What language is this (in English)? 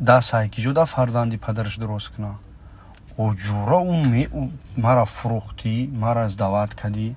Tajik